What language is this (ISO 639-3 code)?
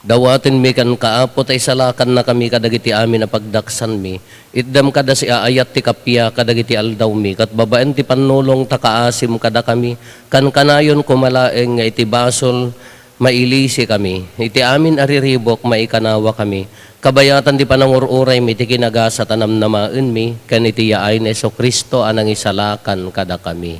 ilo